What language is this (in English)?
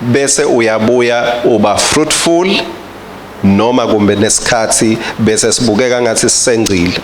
Swati